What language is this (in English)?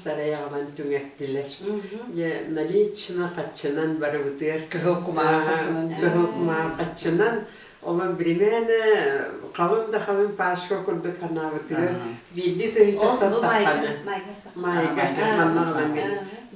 Yakut